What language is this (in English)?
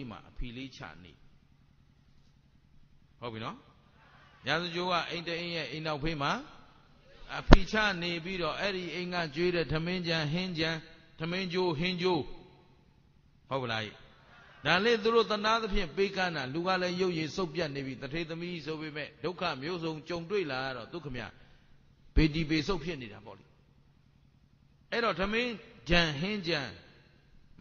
Burmese